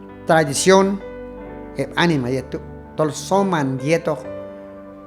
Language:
Q'anjob'al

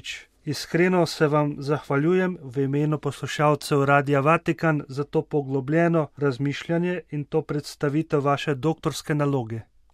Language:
Slovenian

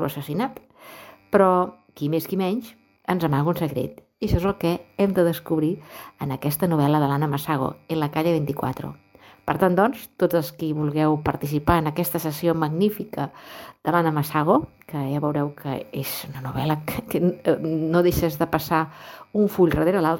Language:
Catalan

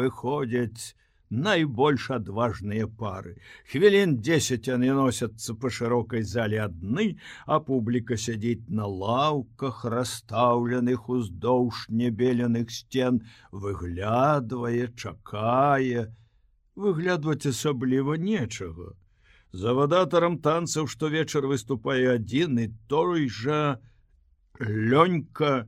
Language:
Belarusian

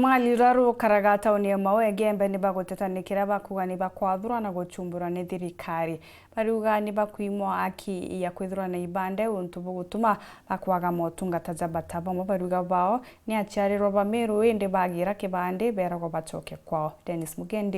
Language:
Meru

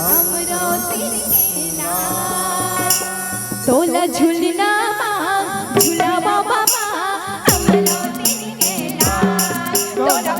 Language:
Chhattisgarhi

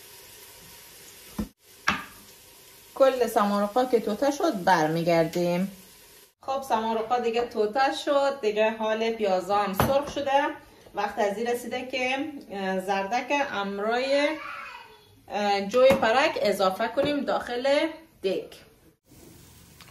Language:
Persian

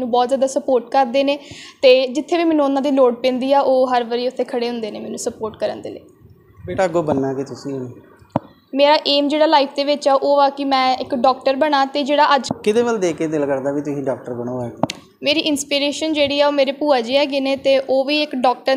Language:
Punjabi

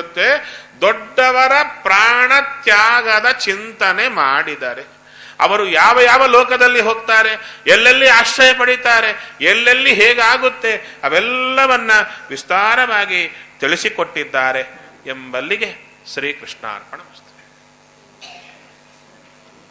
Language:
Kannada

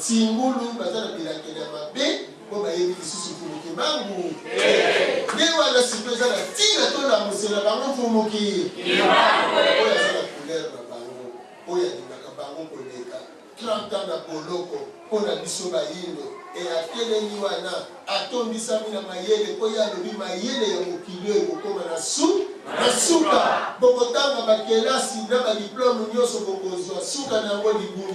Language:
Lingala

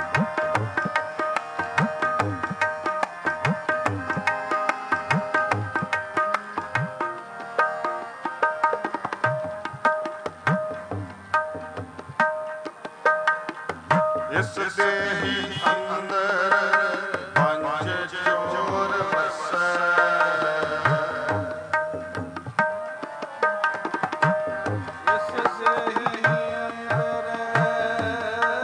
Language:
Punjabi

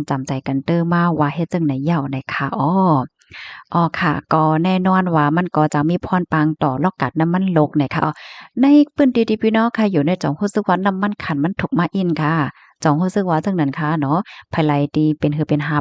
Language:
Shan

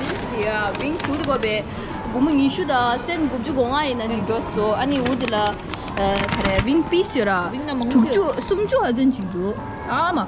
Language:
Tibetan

